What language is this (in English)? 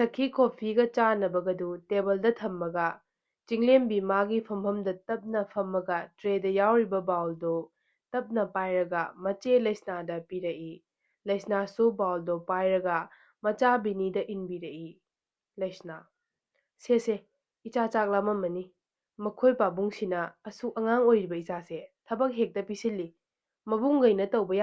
Manipuri